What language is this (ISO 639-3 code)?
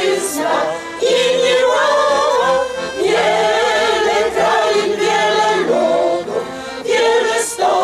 pol